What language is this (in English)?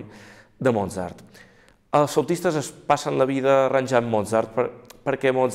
Catalan